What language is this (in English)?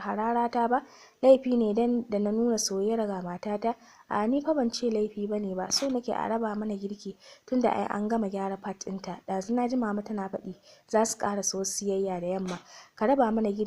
Hausa